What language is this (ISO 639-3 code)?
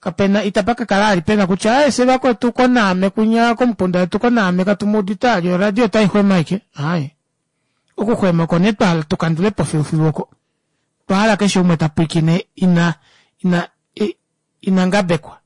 kua